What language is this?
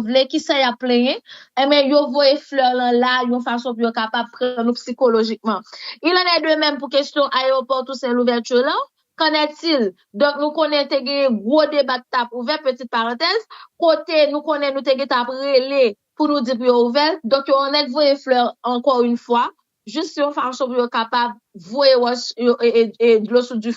Haitian Creole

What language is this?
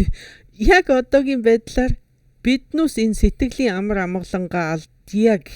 Mongolian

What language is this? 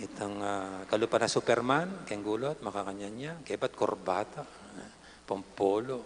Pampanga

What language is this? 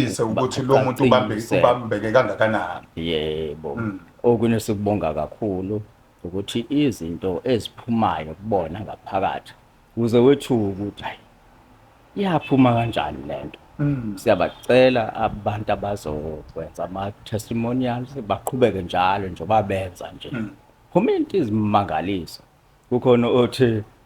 Zulu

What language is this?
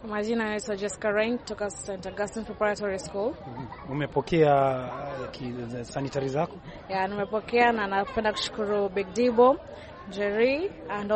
Swahili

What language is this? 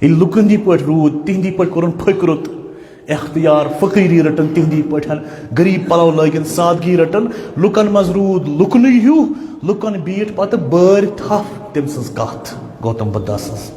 Kashmiri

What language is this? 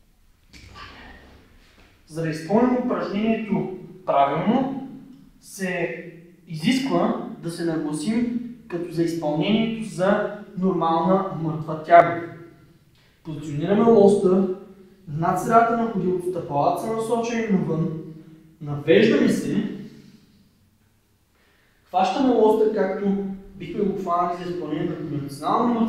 Bulgarian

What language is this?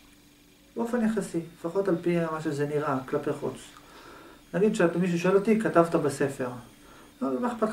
Hebrew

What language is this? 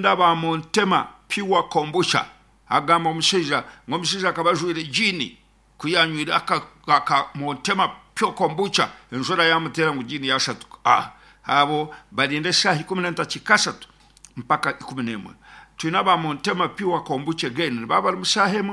Nyankole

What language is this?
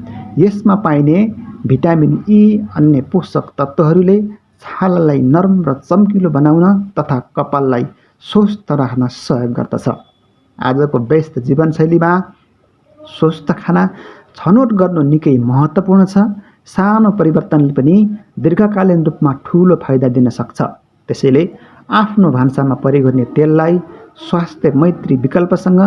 Nepali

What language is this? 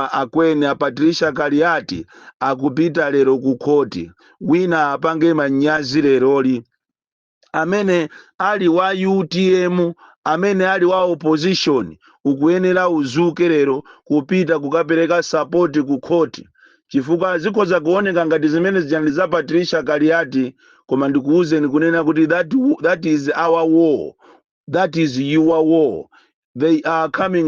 Nyanja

